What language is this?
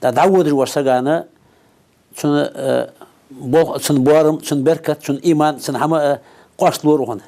Ingush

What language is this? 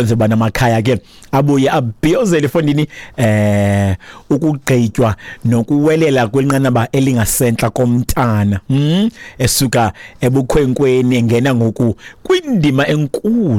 Xhosa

